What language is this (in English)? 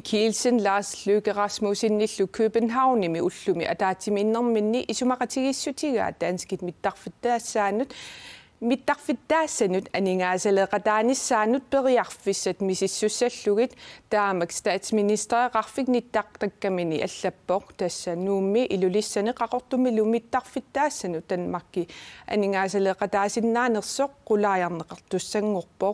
Kalaallisut